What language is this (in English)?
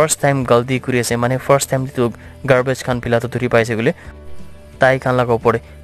Naga Pidgin